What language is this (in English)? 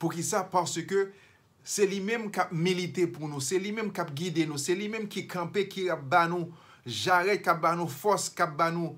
Haitian Creole